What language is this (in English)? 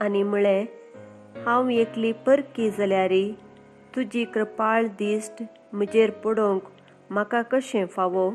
Konkani